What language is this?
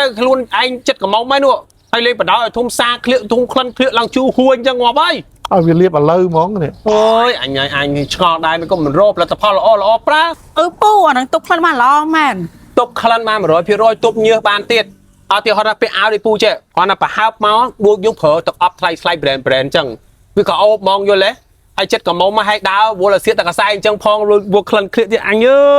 Khmer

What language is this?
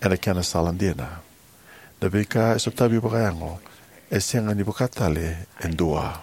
Fijian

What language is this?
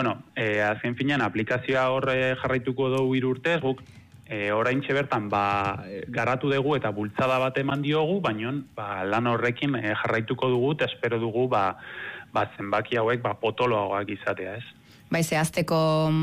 Basque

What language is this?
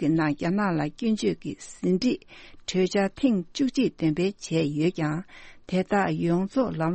Tibetan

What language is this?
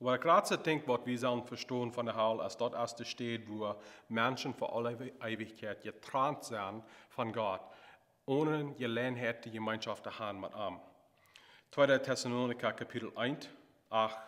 Plautdietsch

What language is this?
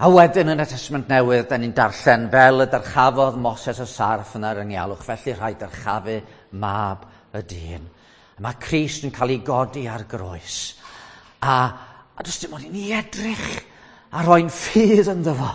Welsh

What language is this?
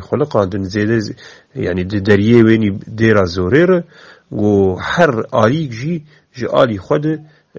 Kurdish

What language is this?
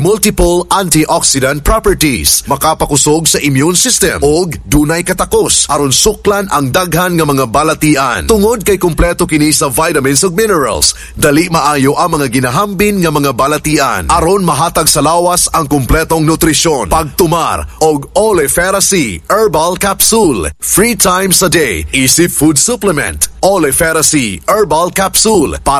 Cebuano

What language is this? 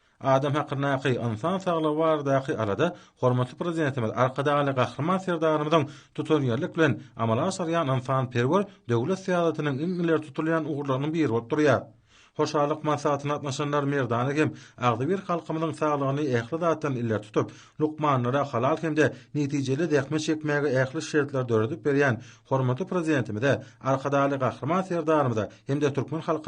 Turkmen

